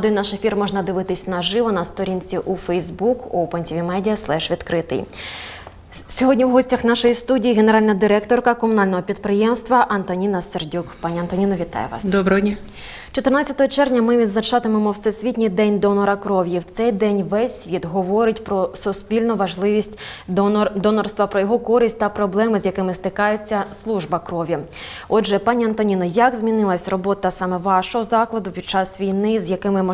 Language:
Ukrainian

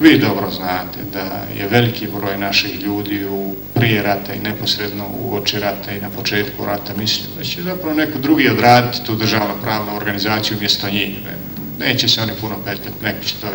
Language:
Bosnian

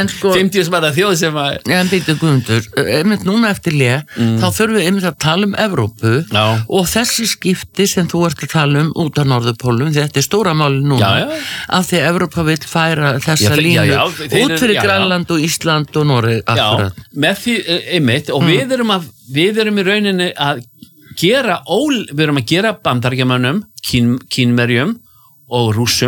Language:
Icelandic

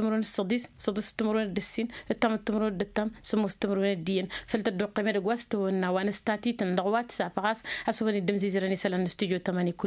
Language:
Tamasheq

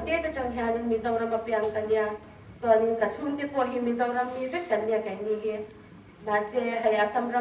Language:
Hmar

